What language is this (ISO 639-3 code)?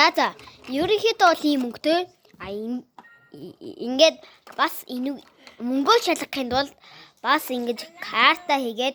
mon